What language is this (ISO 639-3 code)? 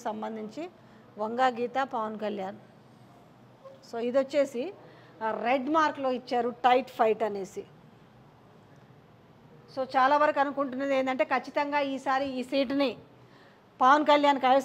tel